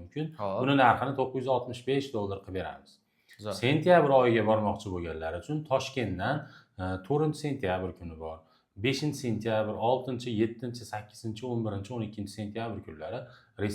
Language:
Uzbek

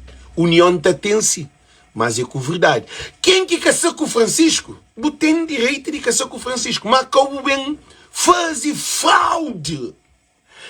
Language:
Kabuverdianu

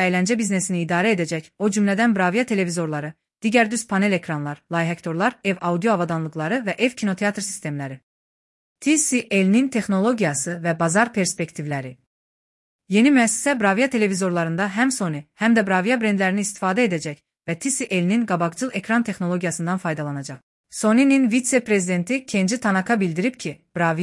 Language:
Azerbaijani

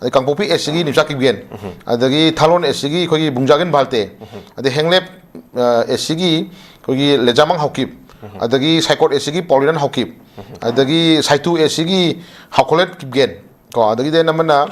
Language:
Manipuri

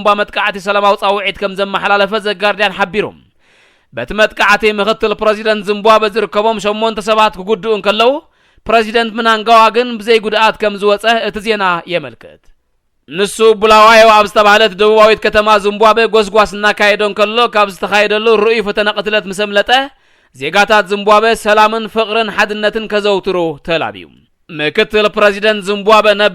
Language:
Tigrinya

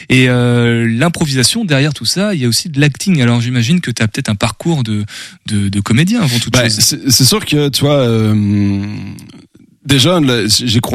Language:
French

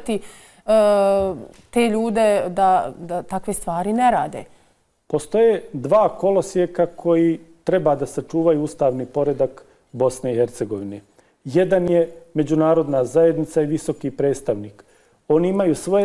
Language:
Bosnian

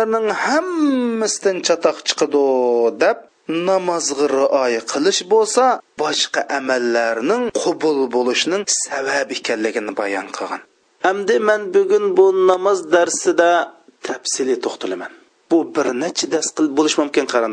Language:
Uyghur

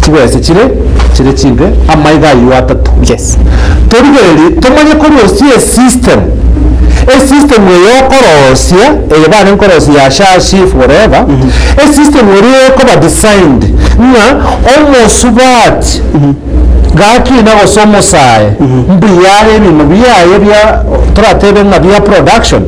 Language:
Gusii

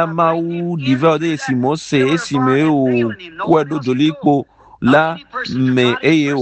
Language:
Ewe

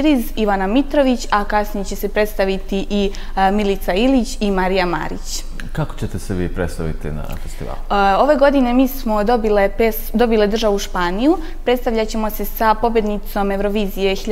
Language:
Serbian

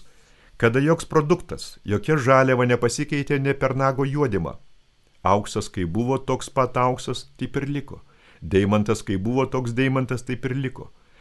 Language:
Lithuanian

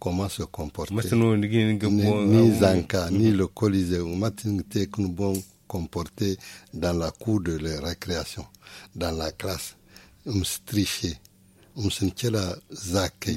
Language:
Zarma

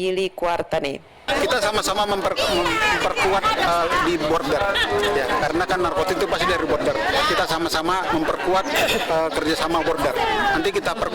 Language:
Tetum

